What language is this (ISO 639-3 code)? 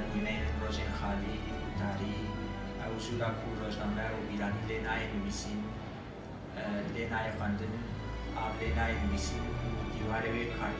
kur